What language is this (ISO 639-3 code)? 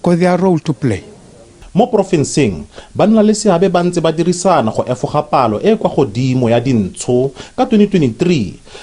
tsn